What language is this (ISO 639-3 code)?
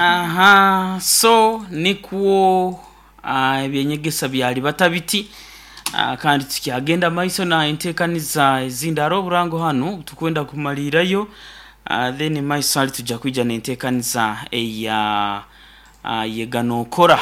nyo